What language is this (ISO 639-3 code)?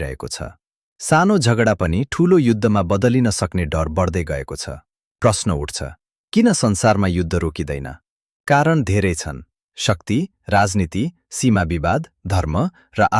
nep